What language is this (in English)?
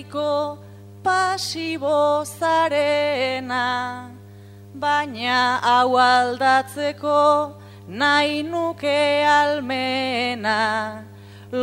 Basque